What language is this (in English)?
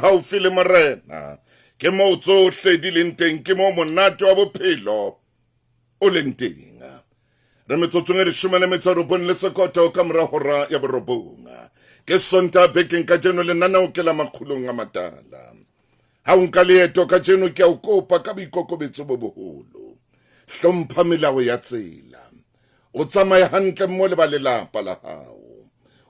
Southern Sotho